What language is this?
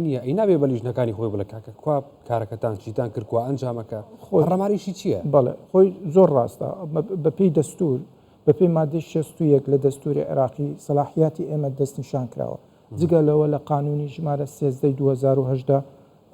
Central Kurdish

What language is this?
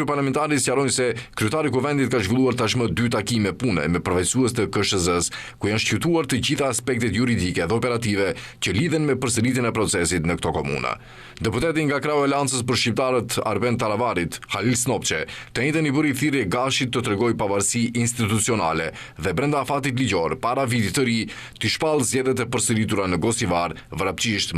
Albanian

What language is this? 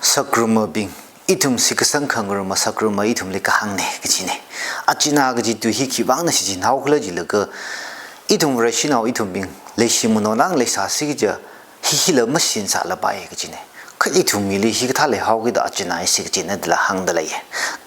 Tangkhul Naga (India)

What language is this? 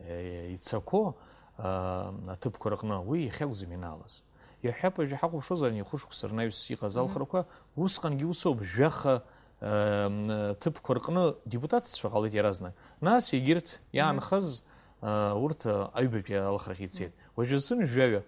Abkhazian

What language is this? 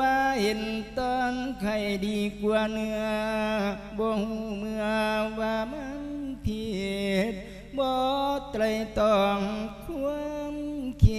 Lao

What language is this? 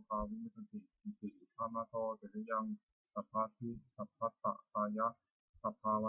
Pali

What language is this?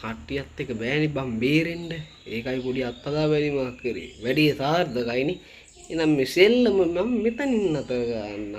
Sinhala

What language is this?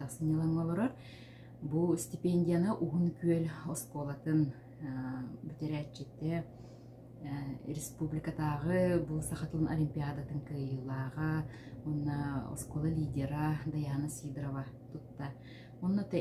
Yakut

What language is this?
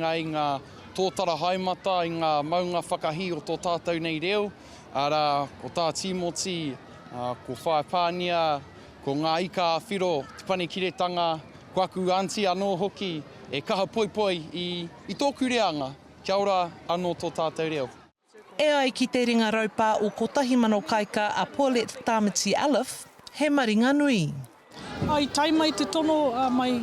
Māori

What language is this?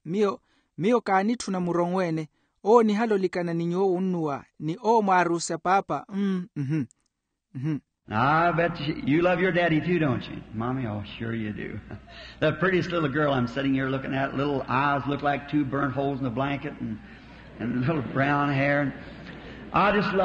Makhuwa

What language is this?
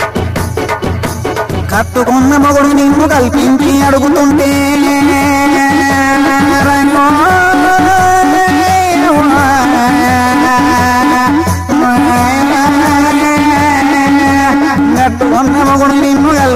Telugu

